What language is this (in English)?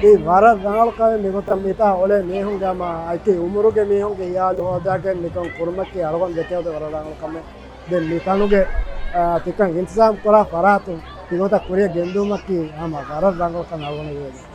Divehi